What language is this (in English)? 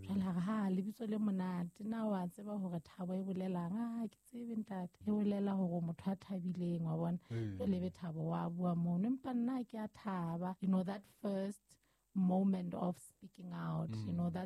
Southern Sotho